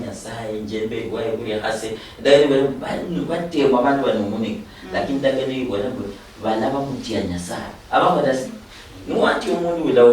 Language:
Luyia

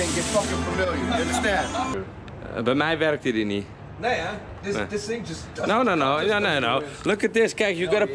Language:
Dutch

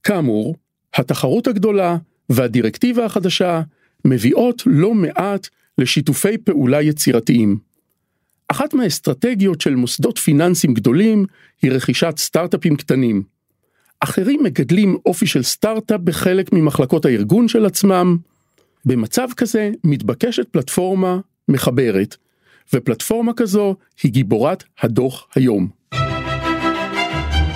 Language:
Hebrew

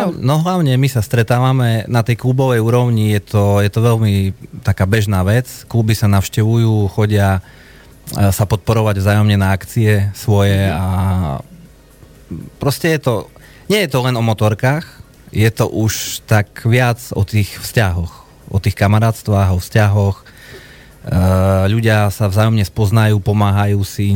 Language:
Slovak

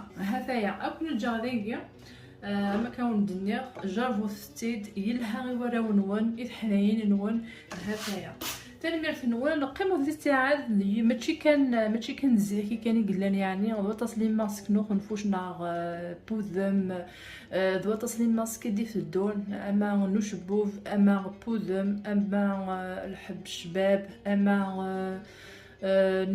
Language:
Kabyle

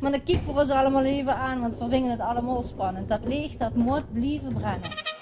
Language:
Limburgish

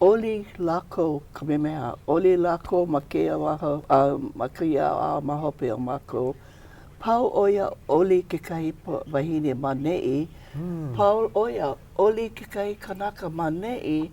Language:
Hawaiian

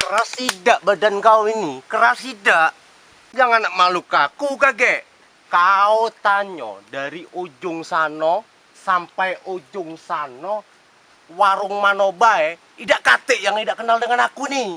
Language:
Musi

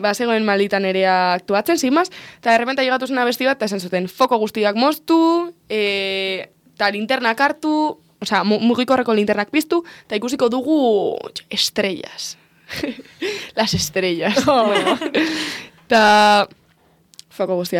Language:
Basque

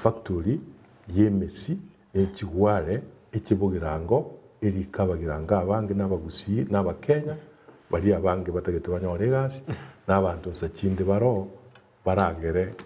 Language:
Gusii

